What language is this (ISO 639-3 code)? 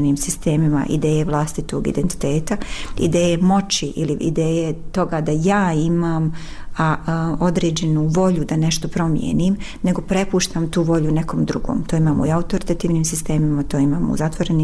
bos